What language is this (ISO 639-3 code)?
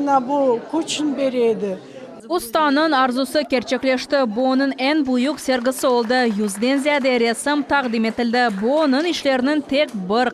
crh